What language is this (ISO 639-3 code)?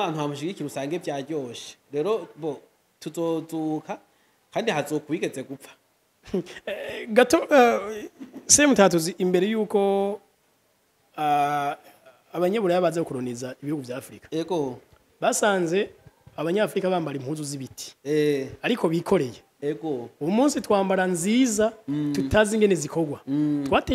run